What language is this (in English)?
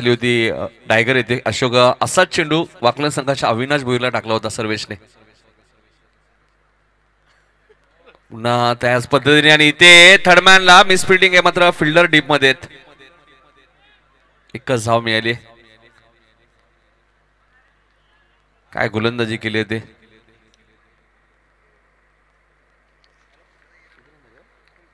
Marathi